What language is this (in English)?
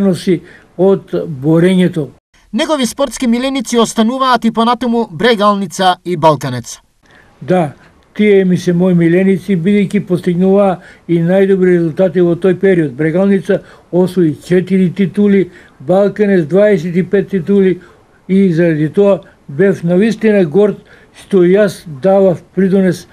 Macedonian